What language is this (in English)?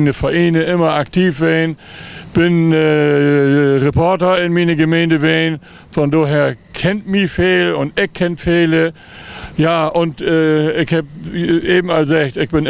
Low German